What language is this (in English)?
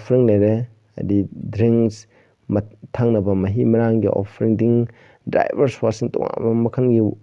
Manipuri